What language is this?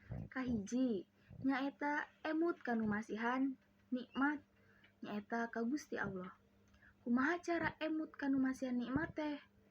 Sundanese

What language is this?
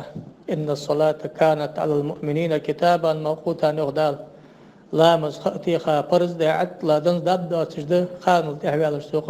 Ingush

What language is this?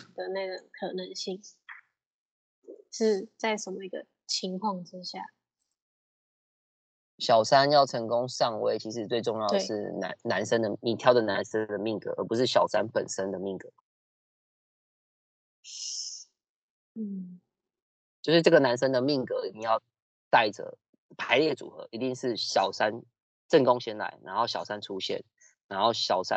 Chinese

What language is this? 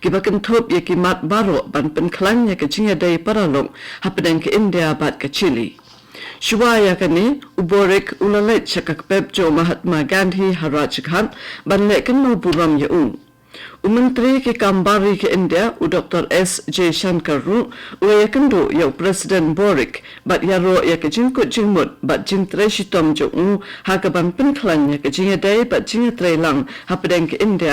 Khasi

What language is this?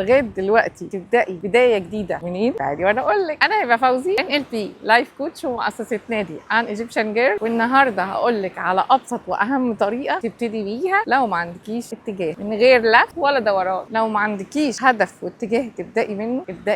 Egyptian Arabic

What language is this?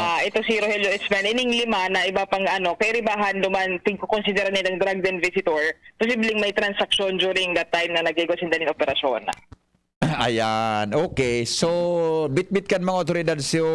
Bikol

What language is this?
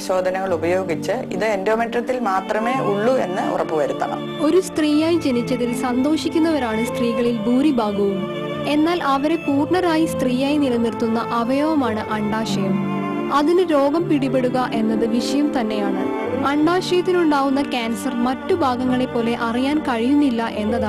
Malayalam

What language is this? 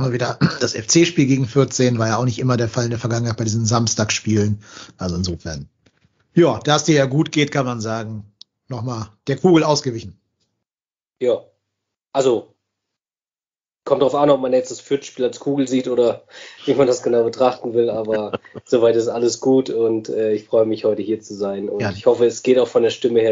German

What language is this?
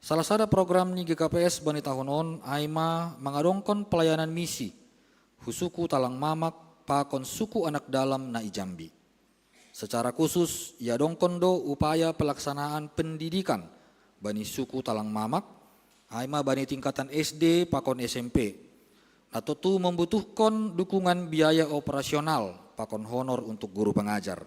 Batak Simalungun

